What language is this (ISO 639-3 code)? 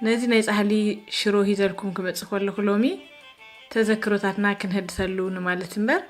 tir